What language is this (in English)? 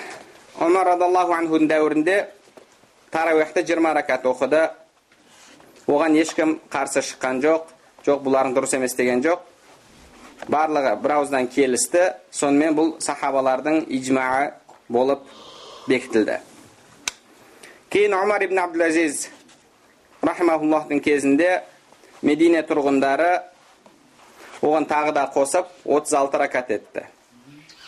Kazakh